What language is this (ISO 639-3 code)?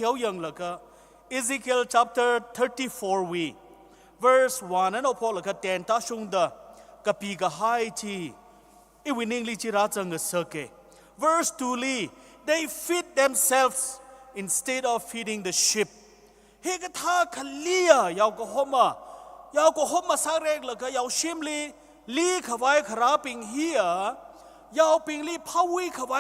nmf